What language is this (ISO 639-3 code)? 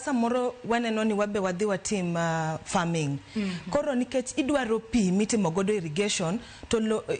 luo